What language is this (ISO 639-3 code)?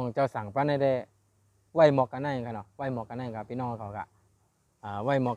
shn